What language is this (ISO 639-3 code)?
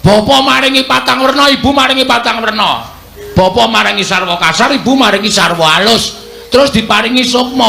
jav